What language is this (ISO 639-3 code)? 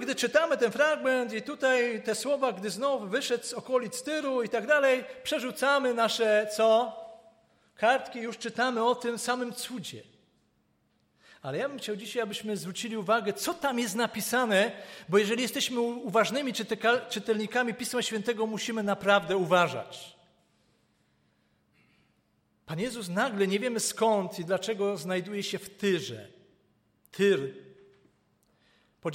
pol